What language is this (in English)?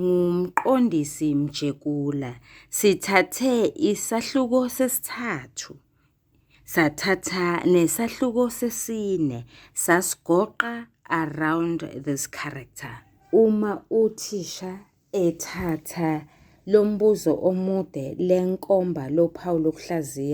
Zulu